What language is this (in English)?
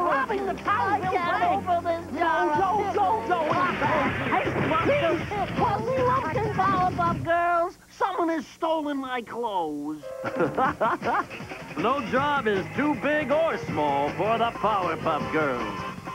English